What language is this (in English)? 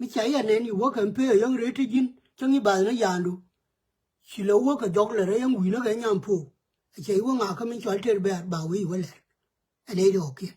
Nuer